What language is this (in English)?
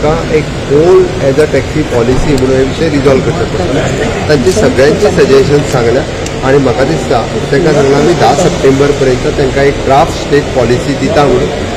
Konkani